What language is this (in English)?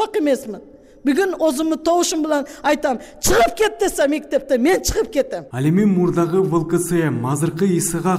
Kyrgyz